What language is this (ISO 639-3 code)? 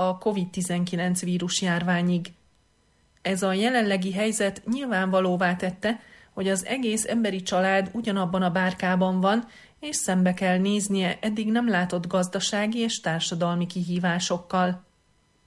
hun